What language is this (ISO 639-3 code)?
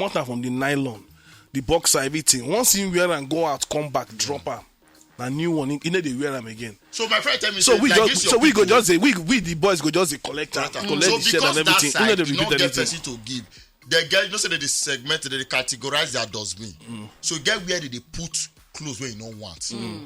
pcm